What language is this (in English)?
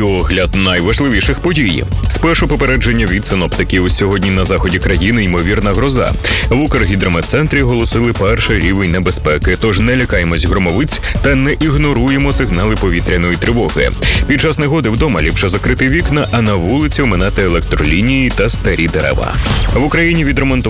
Ukrainian